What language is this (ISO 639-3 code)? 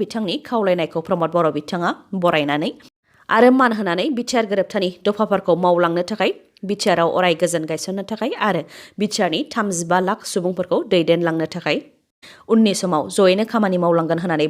brx